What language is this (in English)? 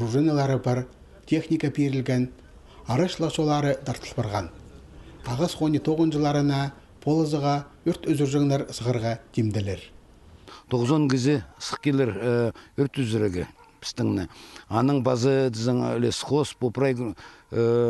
Khakas